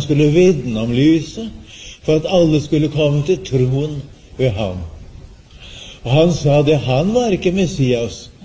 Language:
Norwegian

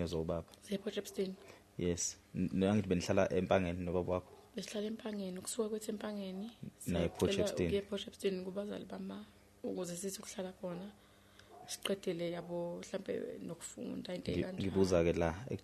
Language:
Zulu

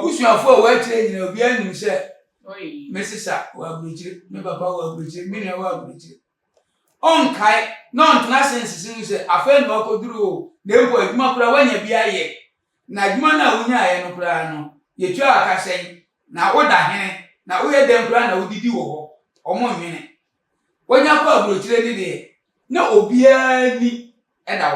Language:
Akan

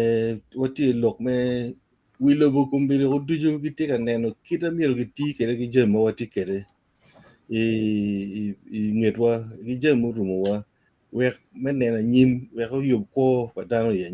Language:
Acoli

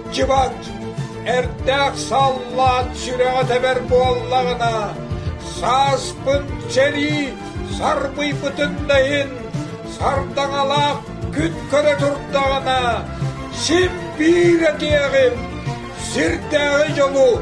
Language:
Yakut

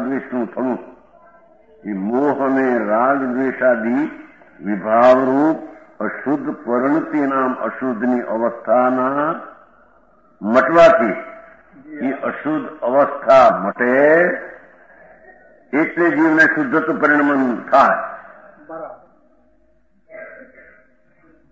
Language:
Gujarati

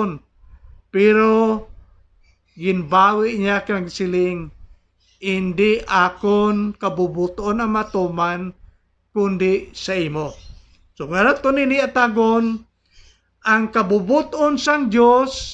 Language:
Hiligaynon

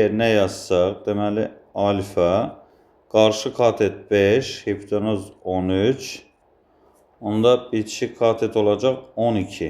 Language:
Azerbaijani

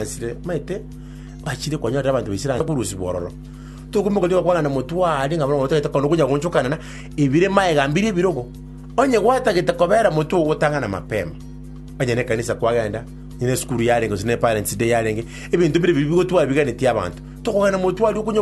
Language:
Gusii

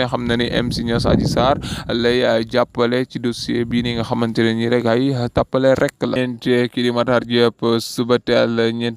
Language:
Wolof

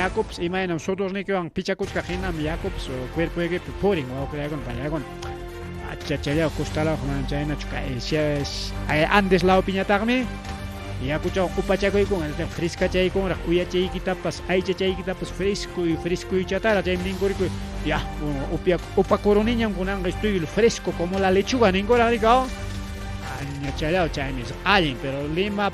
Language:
Ayacucho Quechua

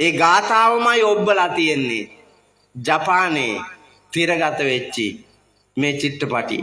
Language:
Sinhala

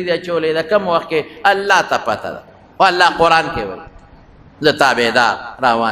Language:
Pashto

